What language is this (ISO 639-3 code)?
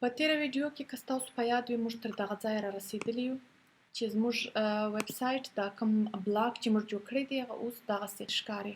pus